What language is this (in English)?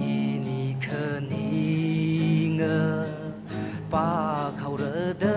Tangkhul Naga (India)